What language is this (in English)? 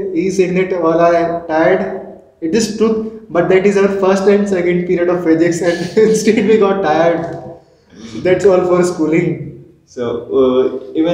English